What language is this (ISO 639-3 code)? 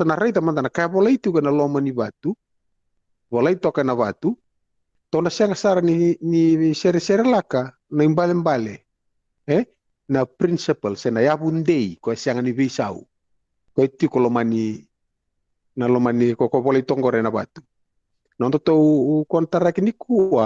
fij